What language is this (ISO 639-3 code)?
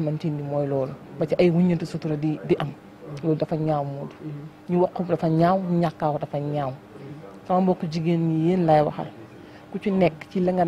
wol